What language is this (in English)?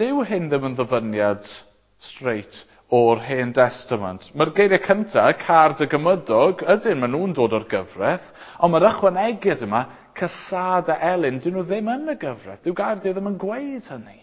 Welsh